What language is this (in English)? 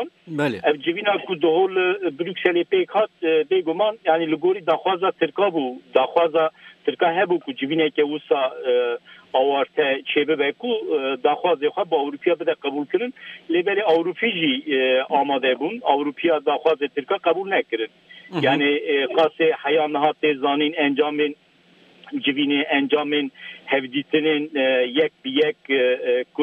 Kurdish